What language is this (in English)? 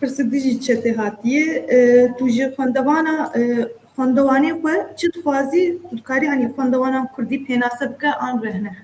Kurdish